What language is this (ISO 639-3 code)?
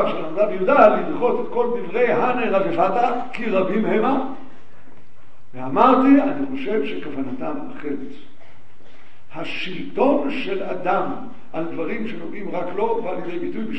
heb